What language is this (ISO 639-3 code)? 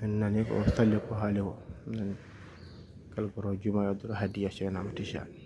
ful